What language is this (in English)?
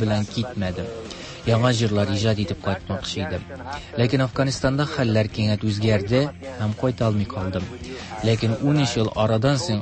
Tatar